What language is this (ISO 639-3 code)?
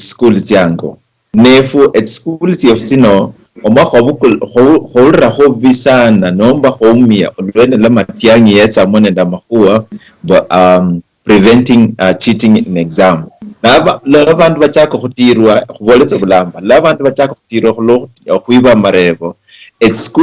luy